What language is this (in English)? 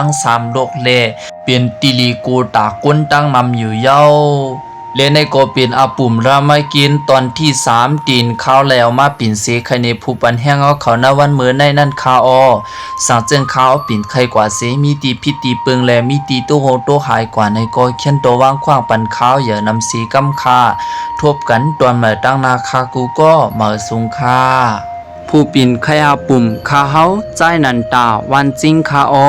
Shan